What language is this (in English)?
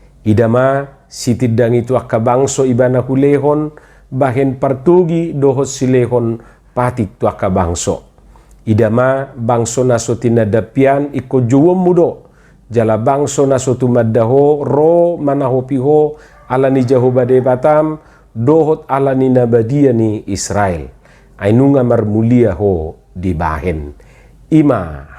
Batak Toba